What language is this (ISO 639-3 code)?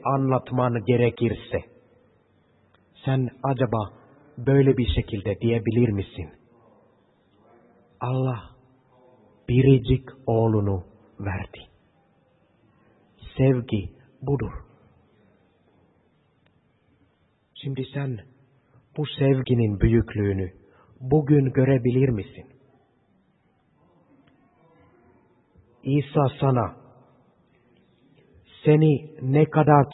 tur